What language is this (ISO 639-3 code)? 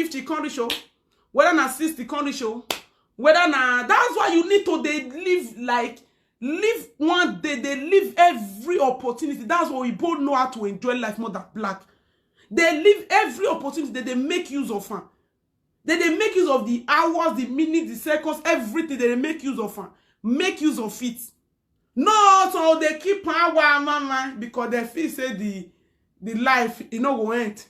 pcm